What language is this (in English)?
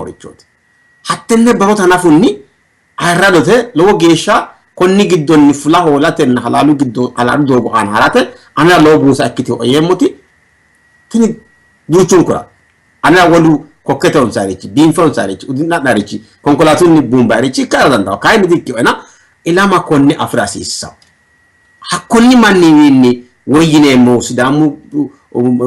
Sidamo